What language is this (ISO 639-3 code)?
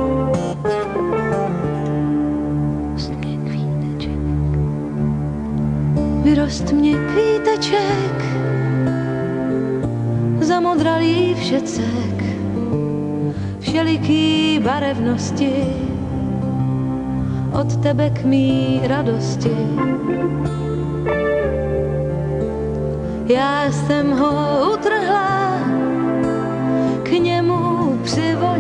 ces